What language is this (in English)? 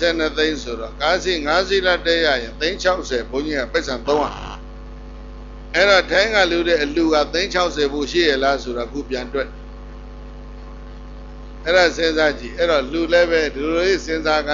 Burmese